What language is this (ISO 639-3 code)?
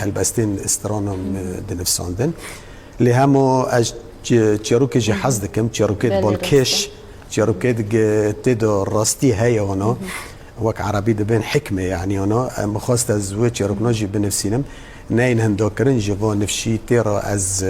kur